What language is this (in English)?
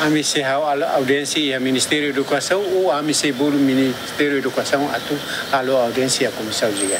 Tetum